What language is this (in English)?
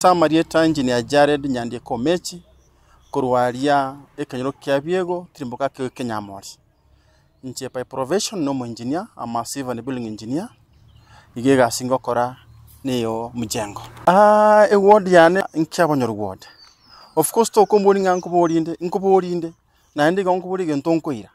Gusii